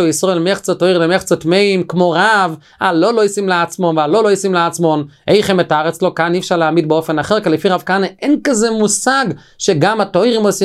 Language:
Hebrew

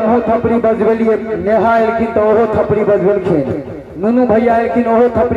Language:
Maithili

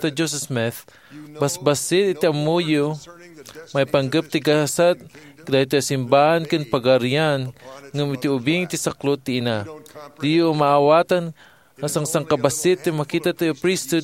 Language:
Iloko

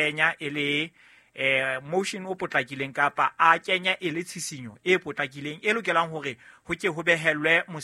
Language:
Southern Sotho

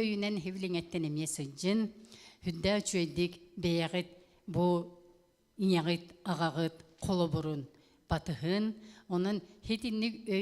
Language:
Yakut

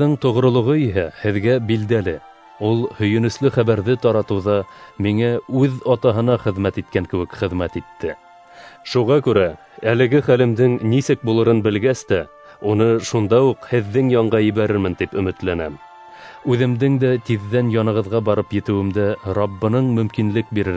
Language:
Bashkir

